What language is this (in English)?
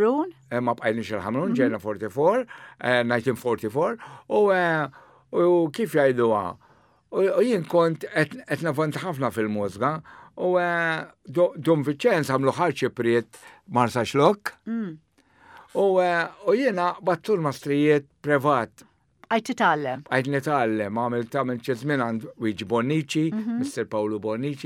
Maltese